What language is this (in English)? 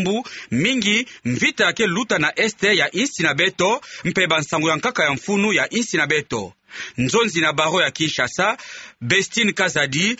Kituba (Democratic Republic of Congo)